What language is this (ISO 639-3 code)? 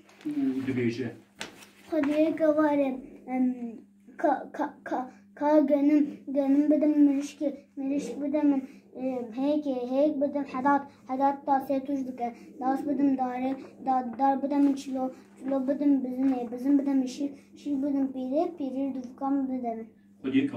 kur